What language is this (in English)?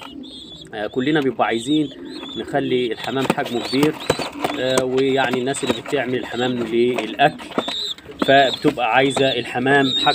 Egyptian Arabic